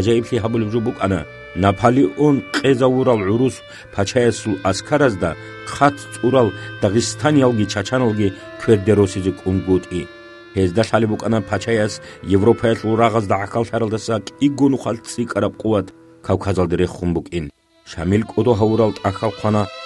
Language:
Avaric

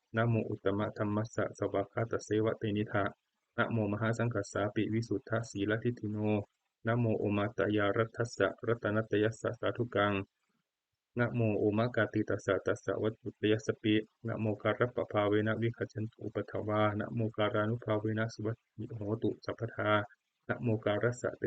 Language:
Pali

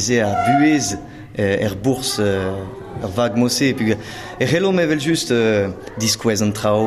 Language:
Breton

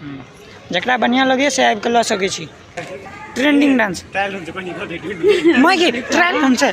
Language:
Maithili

